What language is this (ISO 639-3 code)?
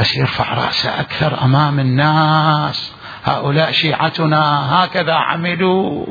acm